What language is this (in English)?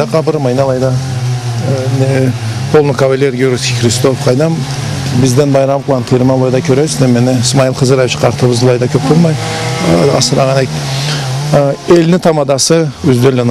Karachay-Balkar